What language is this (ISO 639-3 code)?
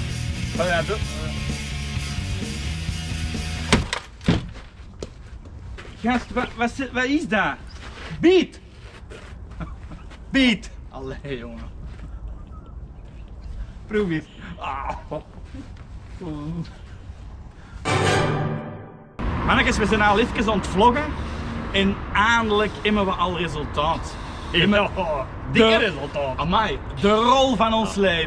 nld